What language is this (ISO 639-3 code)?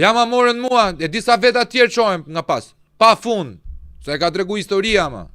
sqi